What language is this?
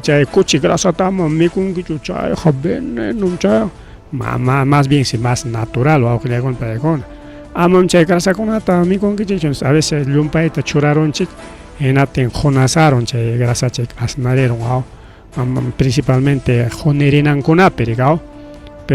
Ayacucho Quechua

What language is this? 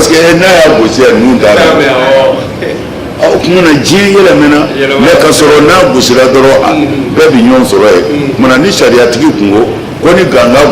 Bambara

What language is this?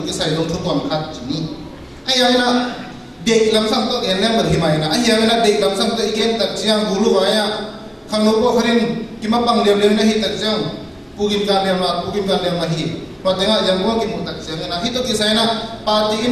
Tedim Chin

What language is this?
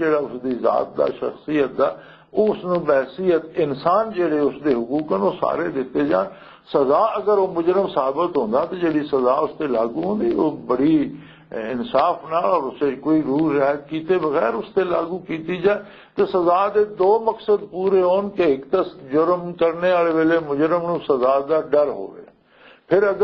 Western Panjabi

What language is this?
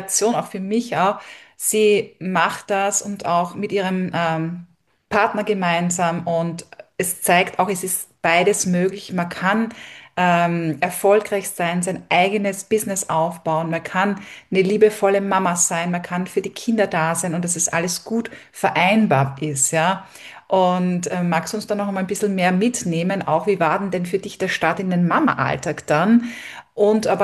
German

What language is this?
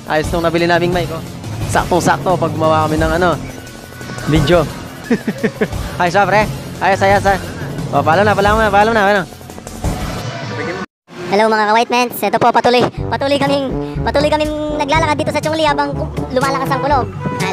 Filipino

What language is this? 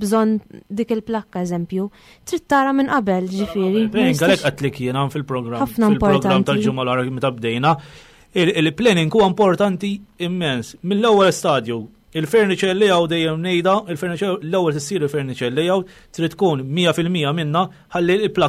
Maltese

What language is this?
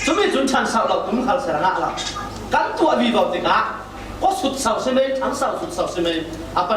Falam Chin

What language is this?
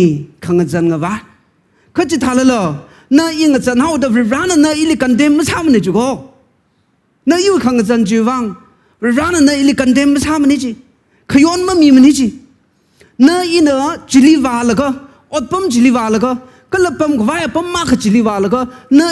Tangkhul Naga (India)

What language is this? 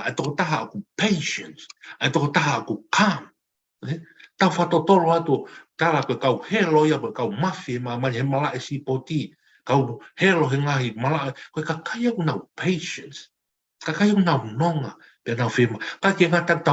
Tongan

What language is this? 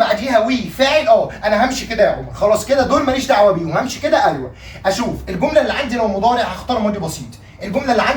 Egyptian Arabic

